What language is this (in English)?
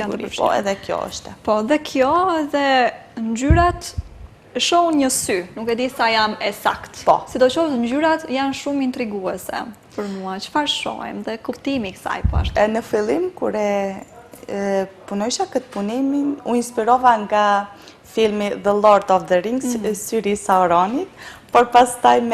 Albanian